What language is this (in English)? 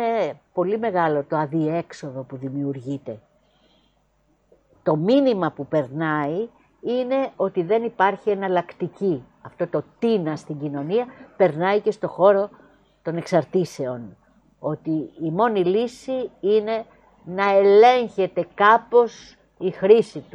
Greek